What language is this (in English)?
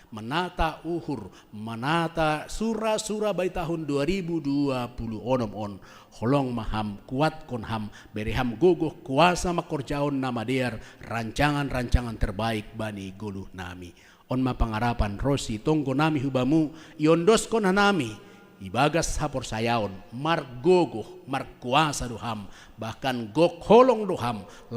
Batak Simalungun